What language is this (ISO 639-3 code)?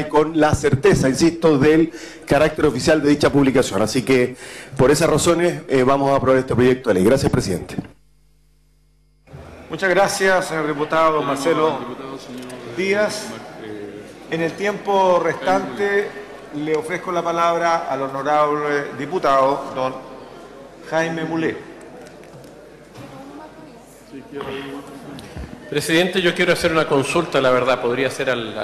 spa